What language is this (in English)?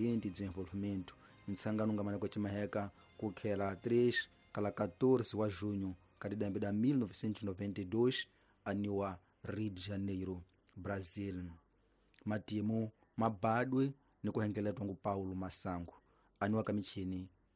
Tsonga